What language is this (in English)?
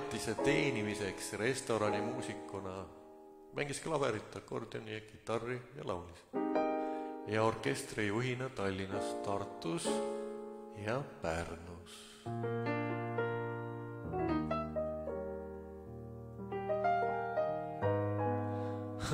Estonian